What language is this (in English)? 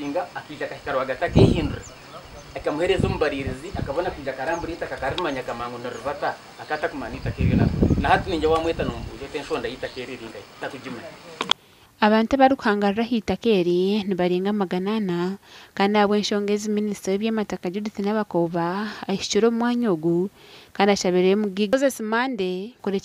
Nyankole